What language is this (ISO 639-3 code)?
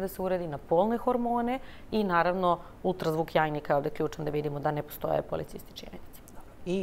srp